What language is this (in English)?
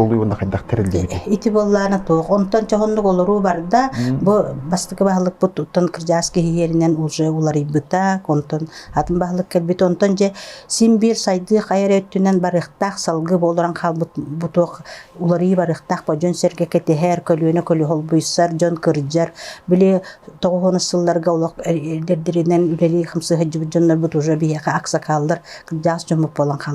Yakut